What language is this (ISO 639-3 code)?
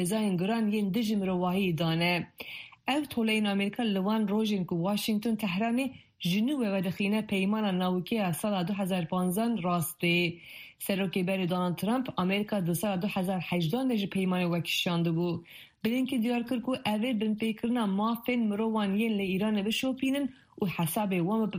kur